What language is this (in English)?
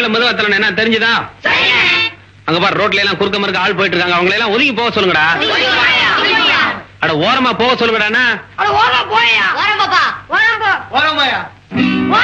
Tamil